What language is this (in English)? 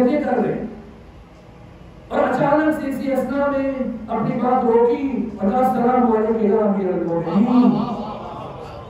Urdu